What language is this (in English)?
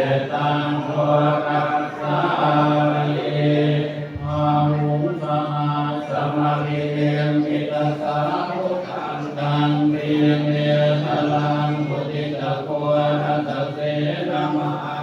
Pali